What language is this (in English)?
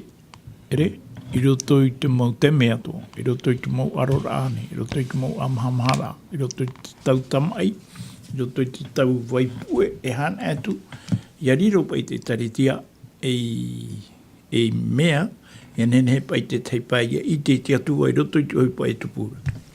Tahitian